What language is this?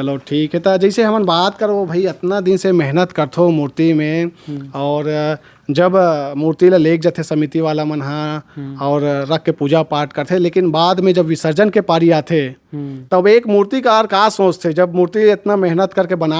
Chhattisgarhi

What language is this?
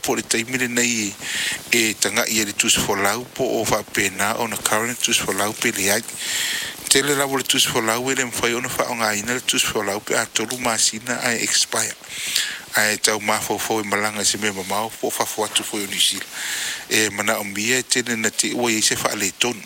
Samoan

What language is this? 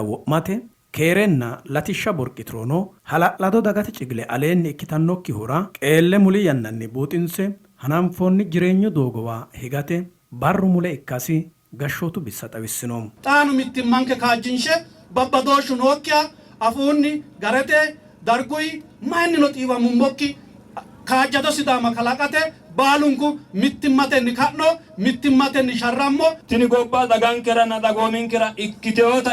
Sidamo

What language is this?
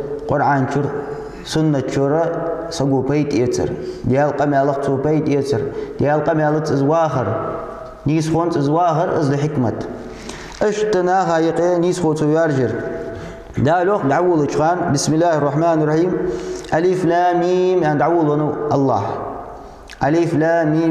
Ingush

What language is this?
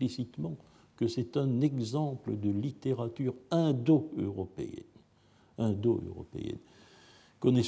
French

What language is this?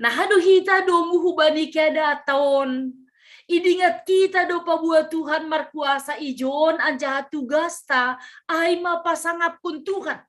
Batak Simalungun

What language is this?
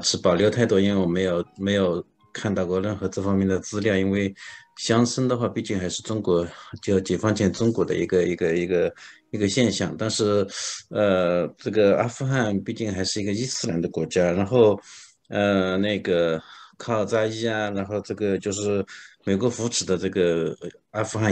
Chinese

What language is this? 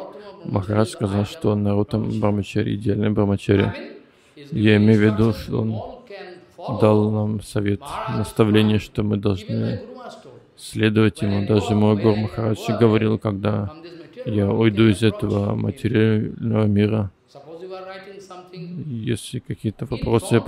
Russian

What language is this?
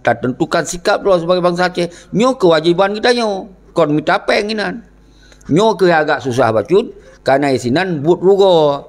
Achinese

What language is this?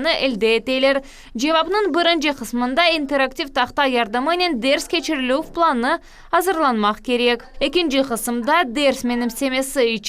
Crimean Tatar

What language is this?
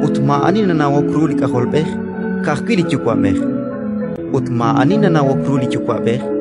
Kekchí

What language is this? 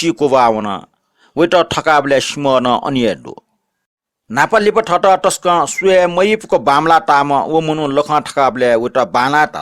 Newari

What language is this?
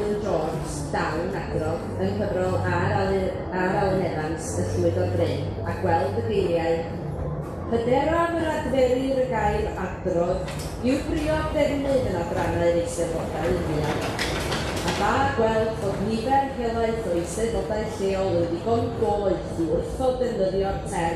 Welsh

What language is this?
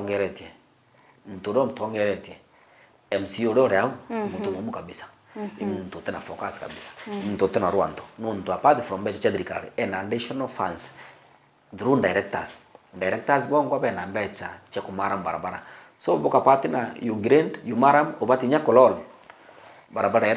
Meru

